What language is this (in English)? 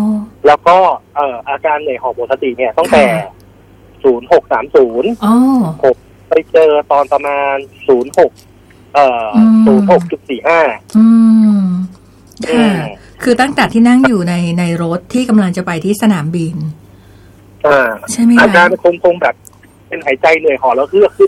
Thai